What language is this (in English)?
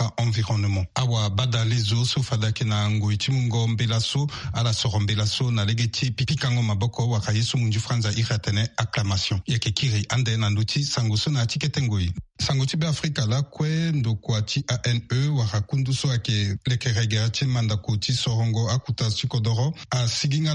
Sango